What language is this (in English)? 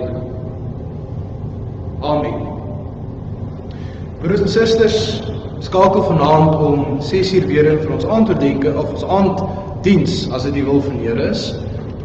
Afrikaans